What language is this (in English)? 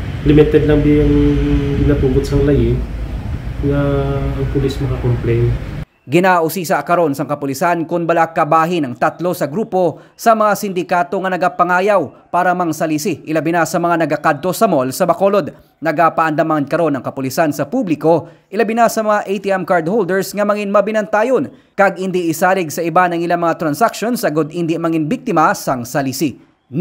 Hiligaynon